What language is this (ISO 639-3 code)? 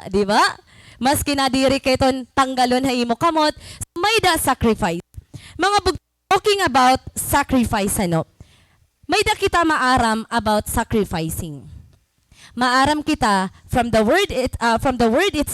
war